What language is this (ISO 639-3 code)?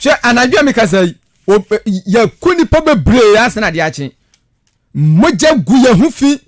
aka